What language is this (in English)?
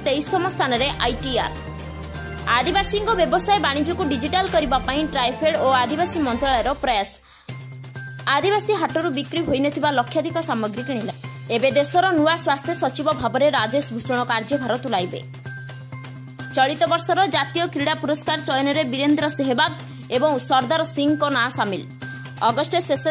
Odia